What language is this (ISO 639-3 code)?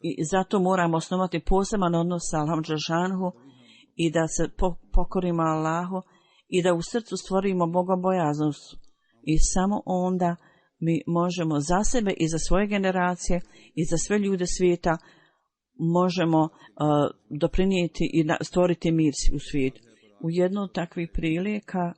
bos